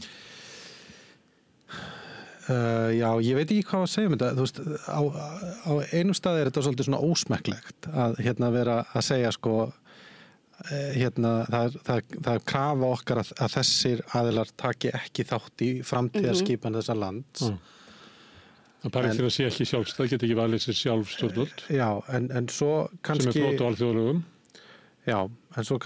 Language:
Icelandic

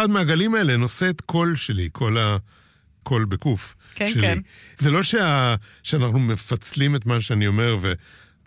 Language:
Hebrew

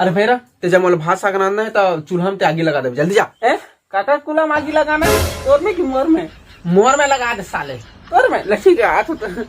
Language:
Chhattisgarhi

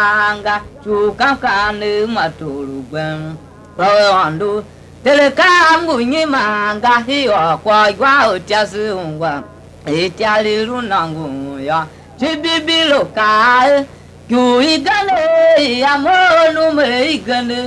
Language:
Tiv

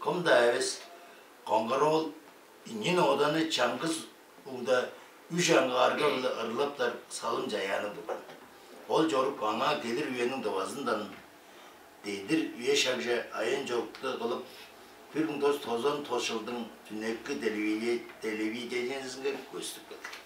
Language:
Tuvinian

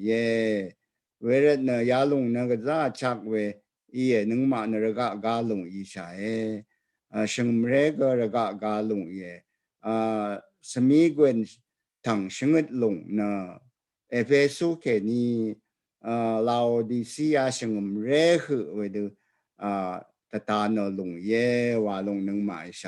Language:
Rawang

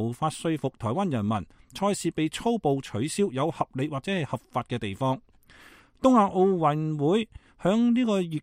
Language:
Cantonese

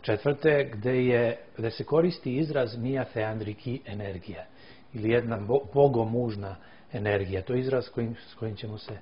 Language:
Serbian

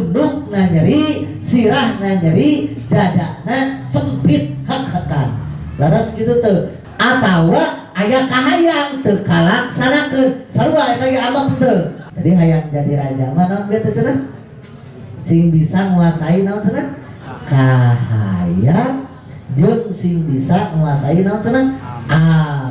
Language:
Sundanese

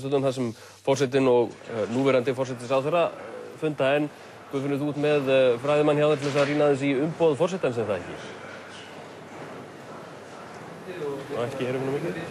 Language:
Icelandic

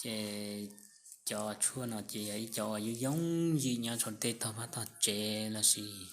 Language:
Hmong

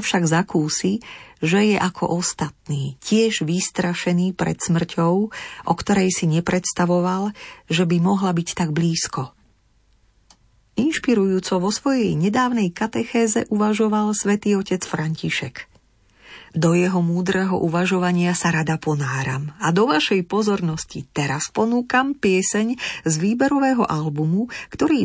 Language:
Slovak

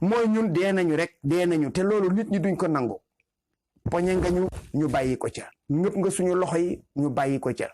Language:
Wolof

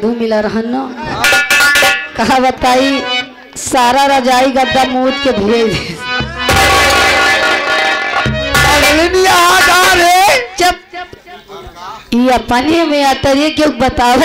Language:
Bhojpuri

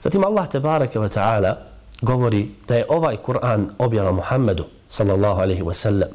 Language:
Bosnian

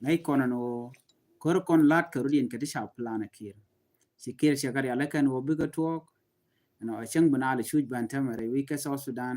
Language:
Nuer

